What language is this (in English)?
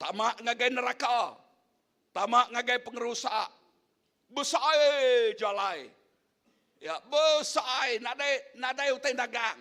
Iban